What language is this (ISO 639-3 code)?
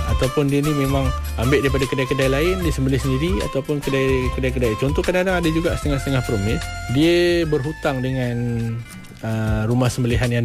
msa